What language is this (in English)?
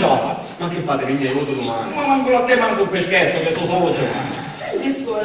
Sicilian